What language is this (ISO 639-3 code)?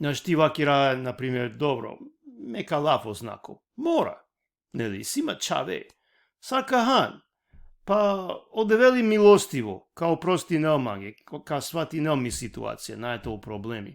rmn